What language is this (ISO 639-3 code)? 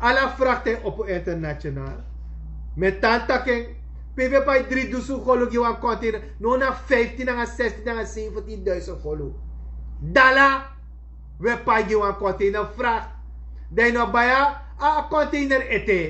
srn